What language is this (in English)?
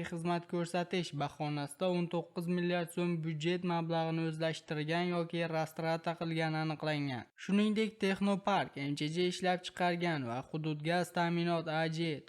Uzbek